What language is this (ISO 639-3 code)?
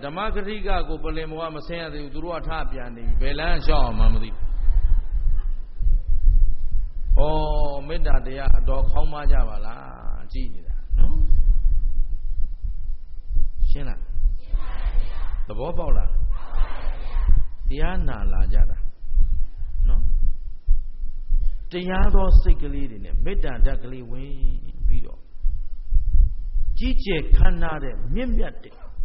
mya